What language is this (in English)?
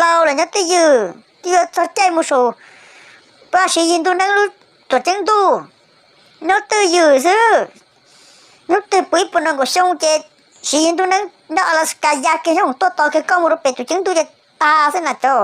Hmong